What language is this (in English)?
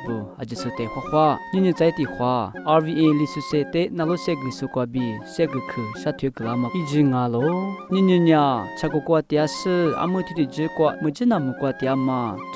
Lisu